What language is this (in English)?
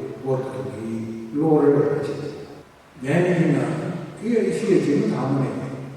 Tangkhul Naga (India)